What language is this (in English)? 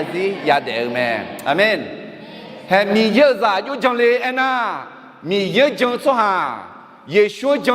Akha